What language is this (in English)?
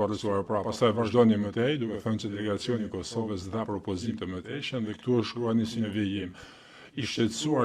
Albanian